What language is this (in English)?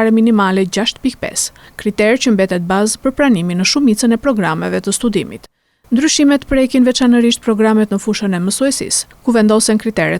Albanian